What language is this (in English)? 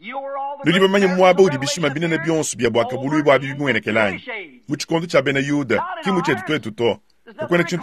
Luba-Lulua